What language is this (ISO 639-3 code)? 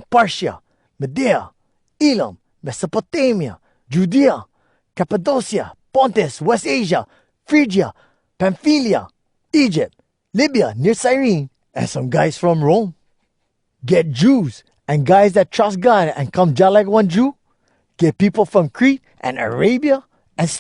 hwc